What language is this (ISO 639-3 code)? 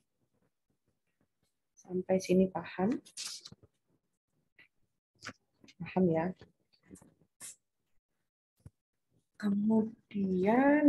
ind